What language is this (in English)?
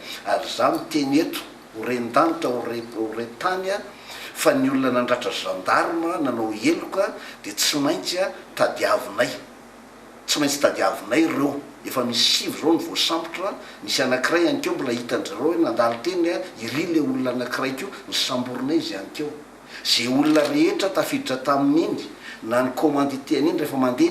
Malagasy